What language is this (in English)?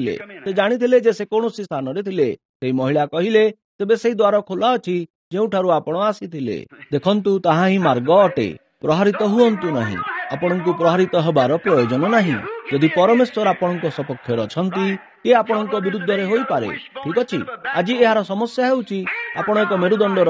Odia